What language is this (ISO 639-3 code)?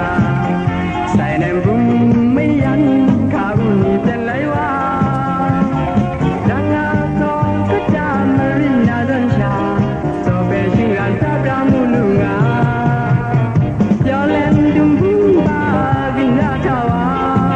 vie